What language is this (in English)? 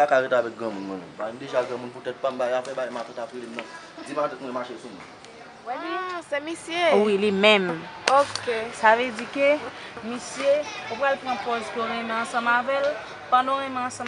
Haitian Creole